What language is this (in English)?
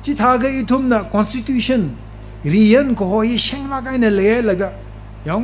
Tangkhul Naga (India)